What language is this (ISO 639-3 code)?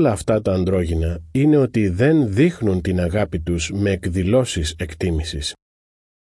ell